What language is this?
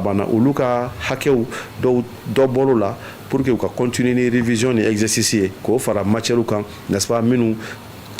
Bambara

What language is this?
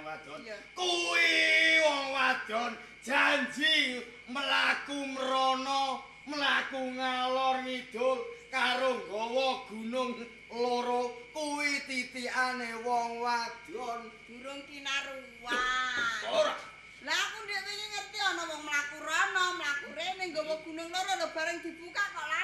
Javanese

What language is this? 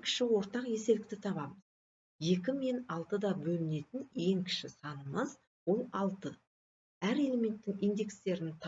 Kazakh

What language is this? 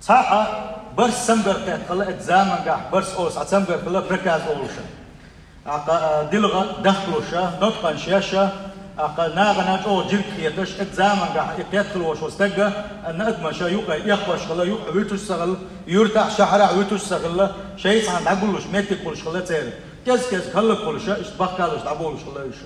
Chechen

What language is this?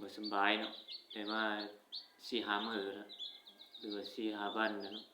Northeastern Thai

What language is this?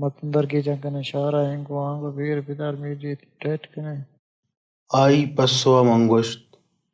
Baluchi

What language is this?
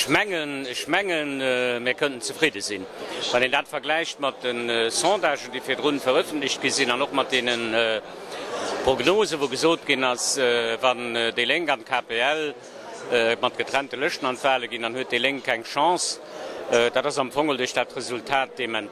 Luxembourgish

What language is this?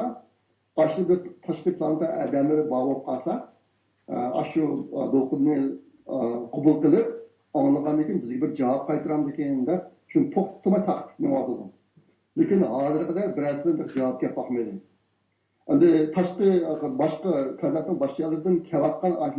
Uyghur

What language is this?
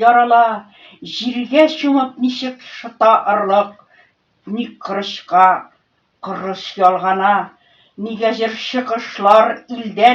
Bashkir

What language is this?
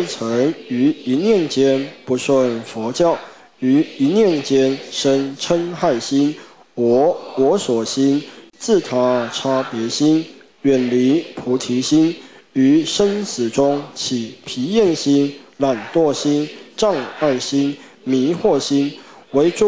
Chinese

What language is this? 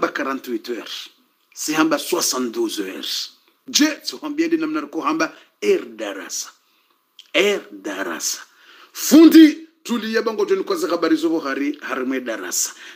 Swahili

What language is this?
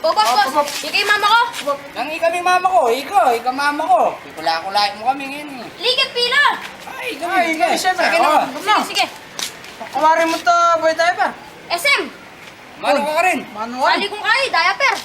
Pampanga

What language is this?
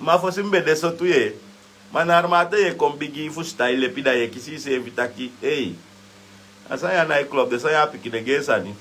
Sranan Tongo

